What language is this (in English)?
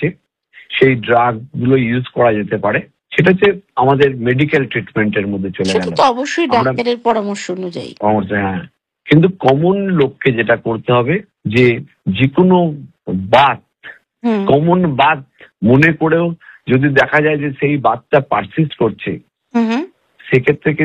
Bangla